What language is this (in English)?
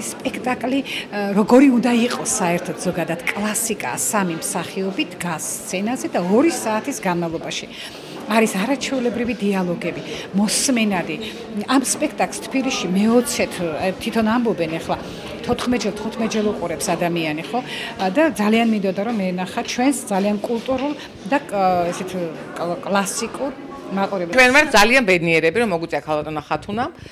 Georgian